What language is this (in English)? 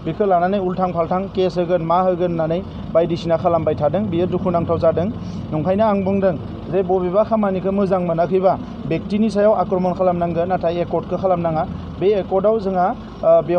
Bodo